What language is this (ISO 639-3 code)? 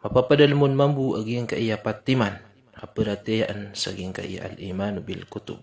mrw